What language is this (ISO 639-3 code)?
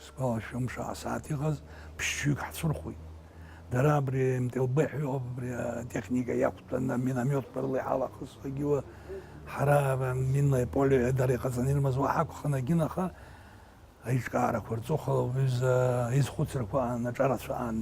abk